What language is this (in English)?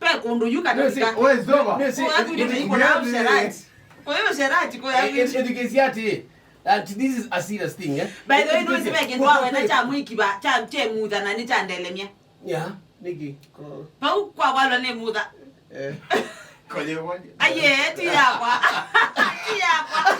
Kamba